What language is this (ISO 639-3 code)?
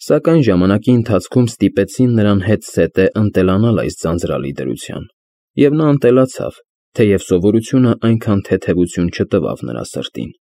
hye